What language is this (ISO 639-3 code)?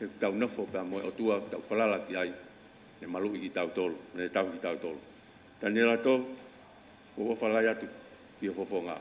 ton